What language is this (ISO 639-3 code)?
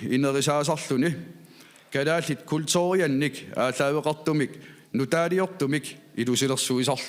kal